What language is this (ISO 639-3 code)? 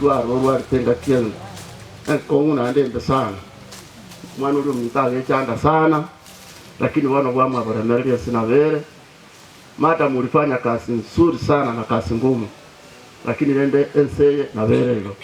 guz